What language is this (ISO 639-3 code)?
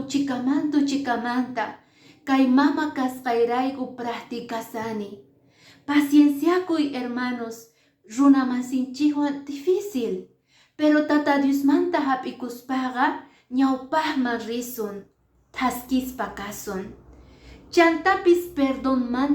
que